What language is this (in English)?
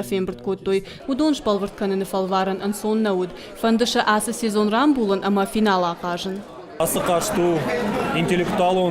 Ossetic